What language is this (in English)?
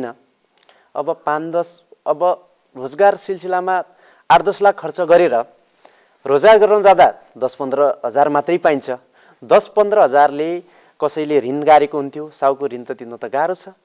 Nepali